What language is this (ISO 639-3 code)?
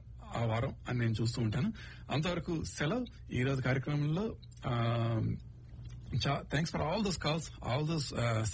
tel